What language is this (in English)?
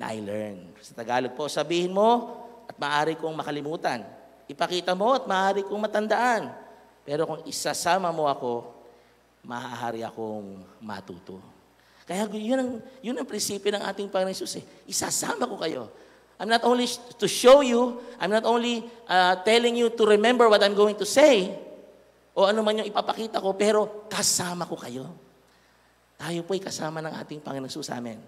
Filipino